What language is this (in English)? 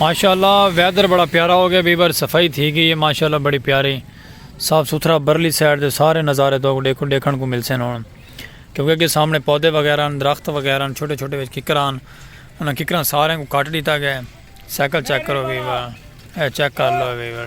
Saraiki